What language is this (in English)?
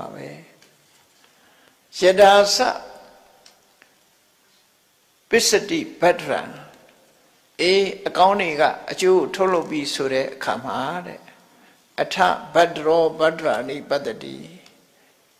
Burmese